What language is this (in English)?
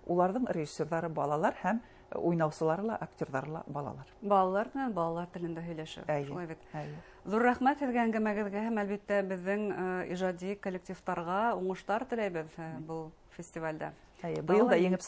Bashkir